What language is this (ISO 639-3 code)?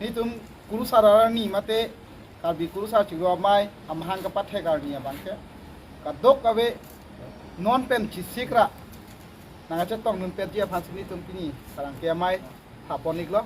mjw